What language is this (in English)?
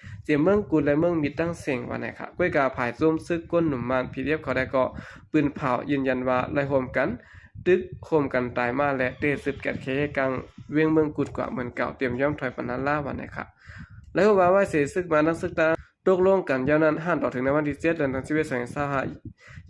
Shan